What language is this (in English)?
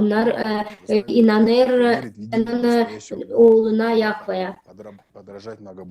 Gagauz